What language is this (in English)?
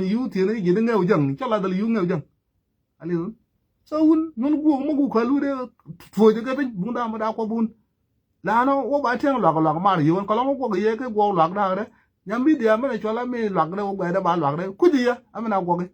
Nuer